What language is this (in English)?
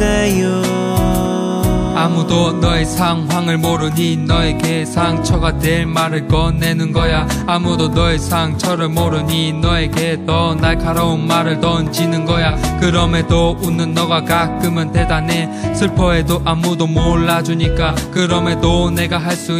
Korean